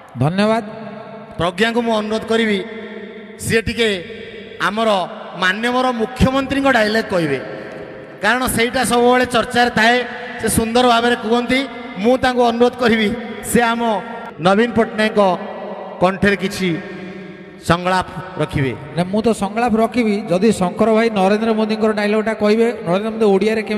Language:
Odia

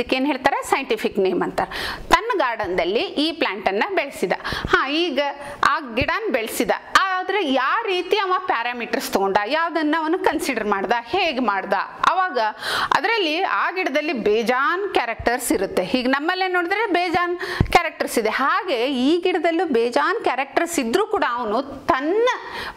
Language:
Kannada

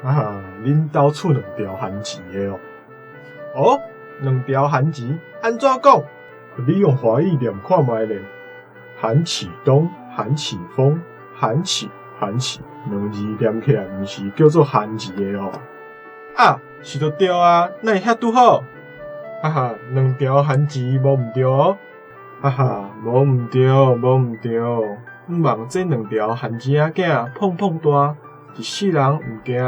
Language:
Min Nan Chinese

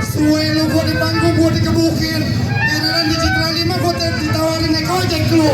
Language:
Betawi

